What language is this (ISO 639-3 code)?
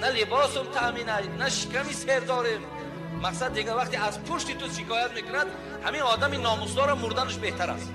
tgk